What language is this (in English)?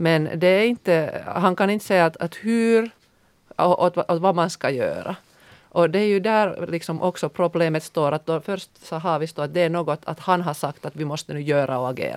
Swedish